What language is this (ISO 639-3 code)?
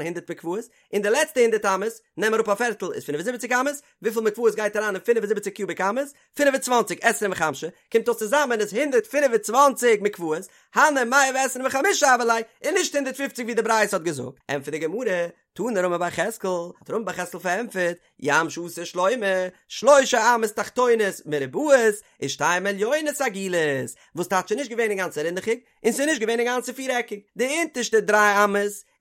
yid